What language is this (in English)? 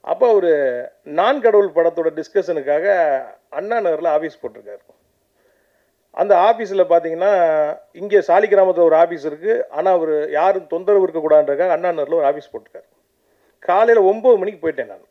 Tamil